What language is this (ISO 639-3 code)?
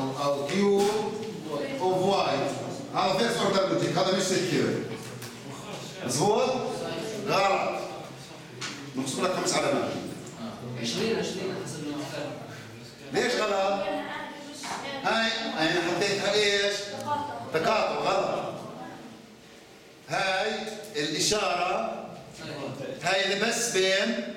ajp